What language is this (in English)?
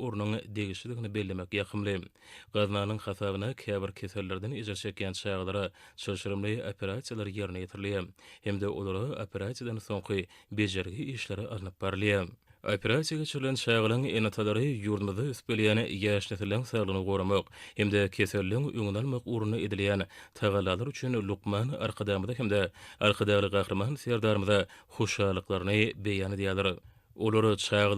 Turkmen